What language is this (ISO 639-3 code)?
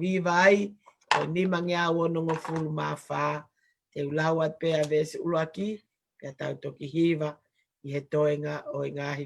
ton